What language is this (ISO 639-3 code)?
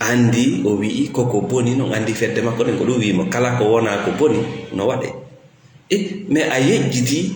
ful